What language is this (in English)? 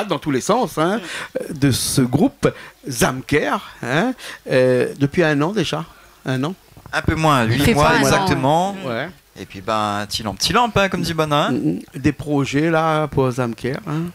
Réunion Creole French